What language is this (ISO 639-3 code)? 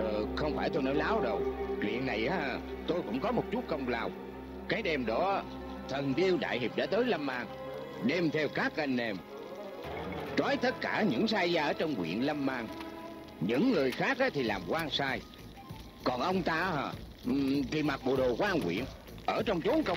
vie